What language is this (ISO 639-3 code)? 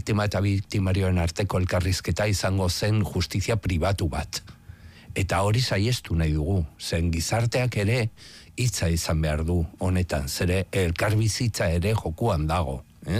eus